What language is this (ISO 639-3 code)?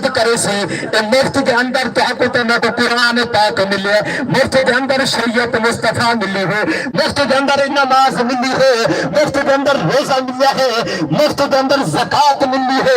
skr